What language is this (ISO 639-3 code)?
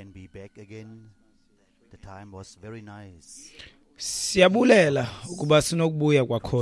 xho